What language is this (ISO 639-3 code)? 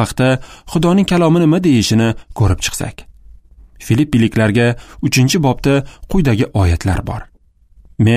uzb